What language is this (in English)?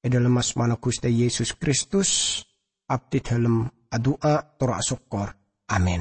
Madurese